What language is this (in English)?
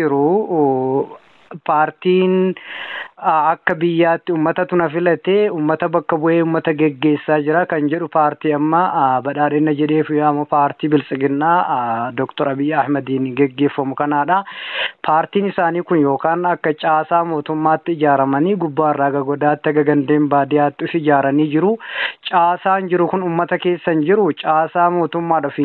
Oromo